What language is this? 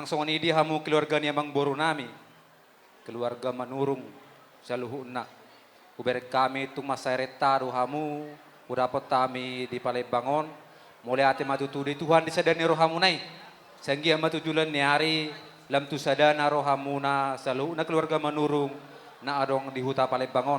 Batak Toba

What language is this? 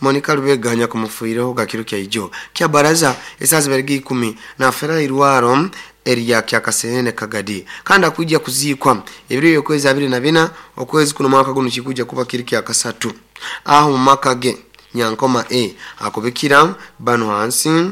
Nyoro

